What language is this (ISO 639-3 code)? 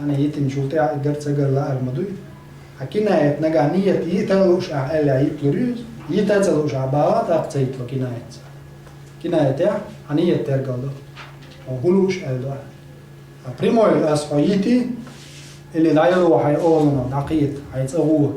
che